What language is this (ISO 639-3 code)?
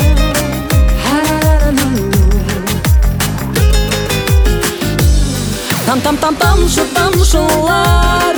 kaz